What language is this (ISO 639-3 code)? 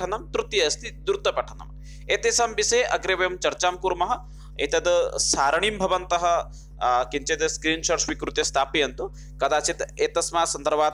san